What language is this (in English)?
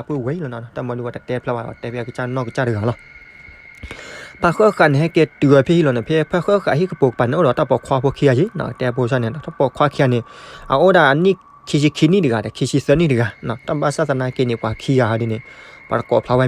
S'gaw Karen